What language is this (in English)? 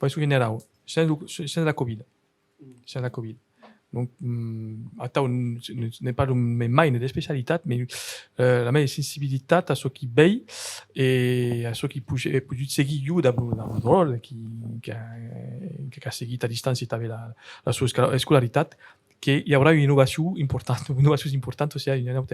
Occitan